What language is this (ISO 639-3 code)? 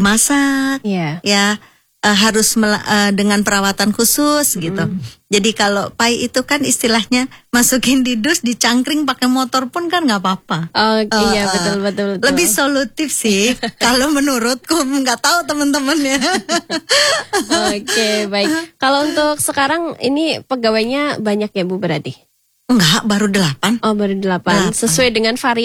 ind